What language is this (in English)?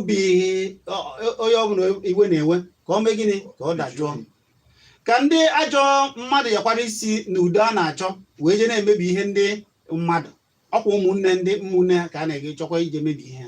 Igbo